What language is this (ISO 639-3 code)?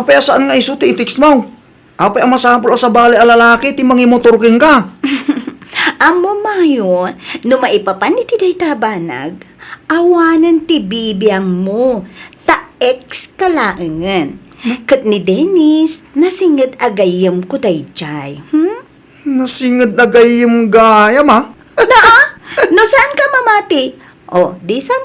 ilo